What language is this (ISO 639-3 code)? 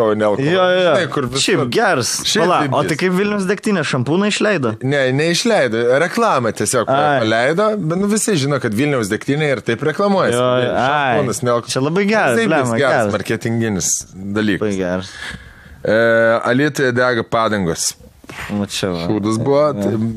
lit